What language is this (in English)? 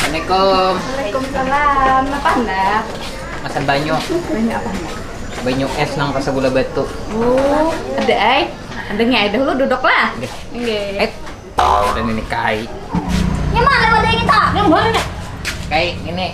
Banjar